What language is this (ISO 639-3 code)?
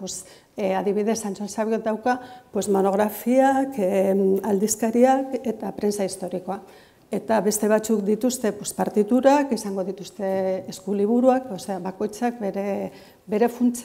eus